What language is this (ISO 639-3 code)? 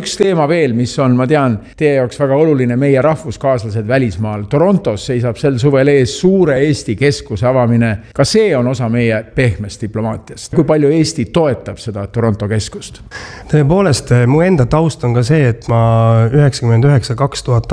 est